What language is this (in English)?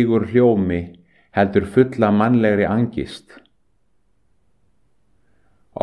Icelandic